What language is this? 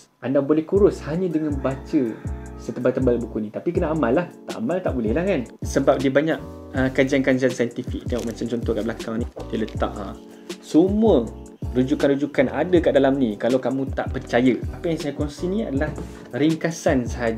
Malay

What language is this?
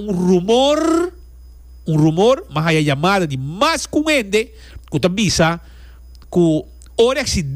Papiamento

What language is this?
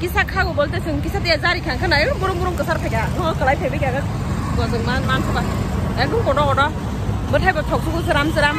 Kok Borok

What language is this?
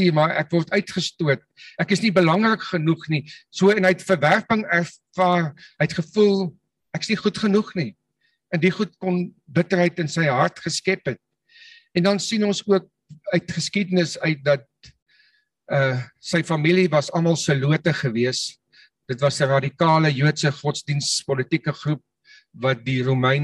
Afrikaans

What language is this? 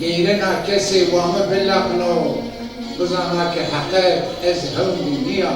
Zaza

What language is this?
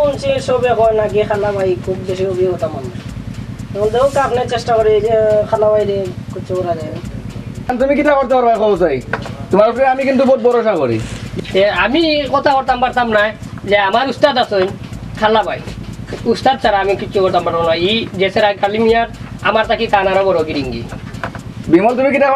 Sylheti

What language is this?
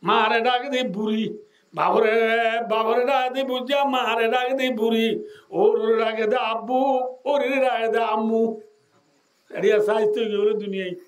Rohingya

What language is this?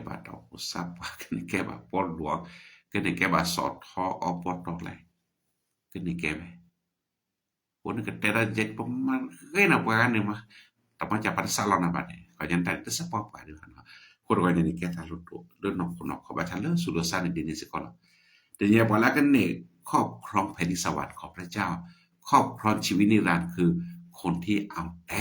S'gaw Karen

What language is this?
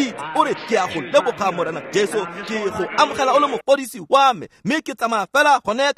Tswana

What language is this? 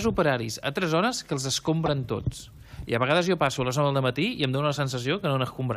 Catalan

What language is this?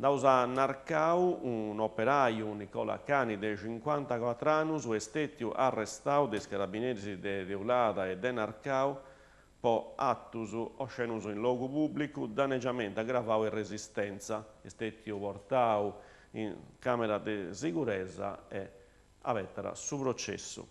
Sardinian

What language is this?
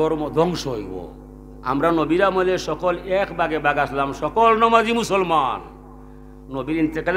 Sylheti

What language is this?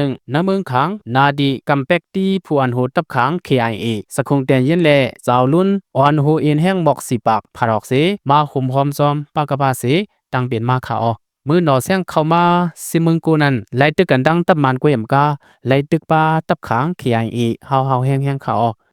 Lao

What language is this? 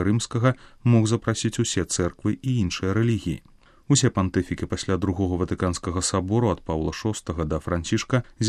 Belarusian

